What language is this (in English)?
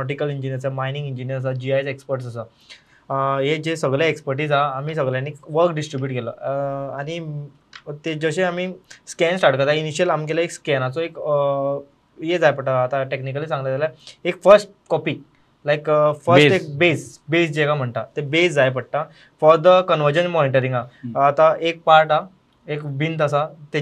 Konkani